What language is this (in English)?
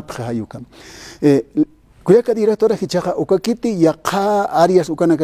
Aymara